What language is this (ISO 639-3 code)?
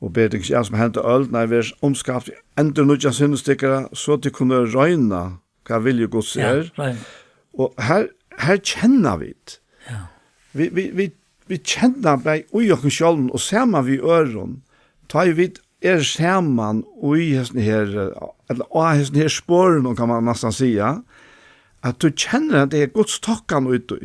fao